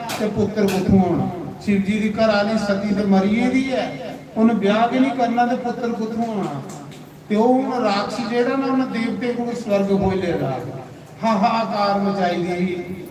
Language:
Dogri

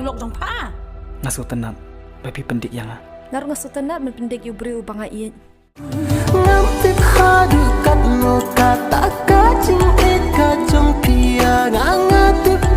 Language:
Khasi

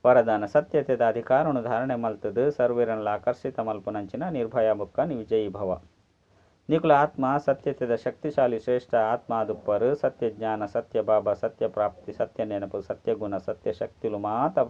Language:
Tulu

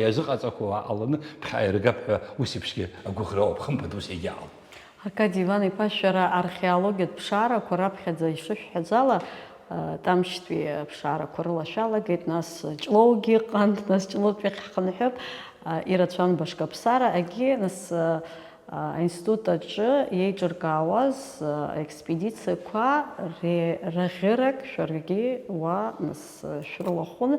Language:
Abkhazian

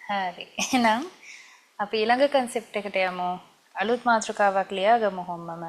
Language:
Sinhala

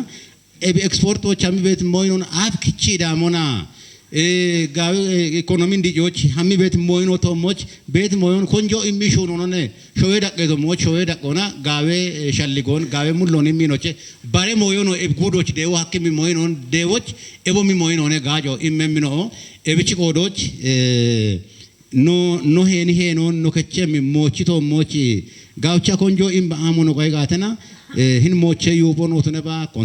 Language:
Kafa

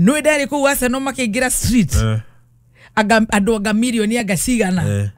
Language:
Kikuyu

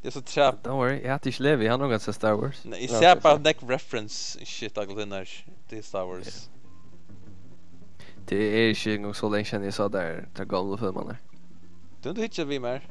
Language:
Faroese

